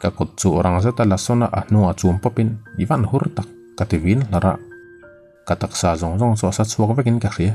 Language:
Mizo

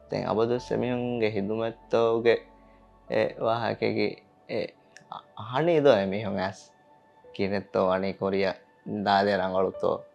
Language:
Divehi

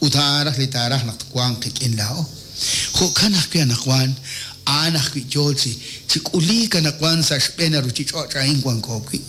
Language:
Kekchí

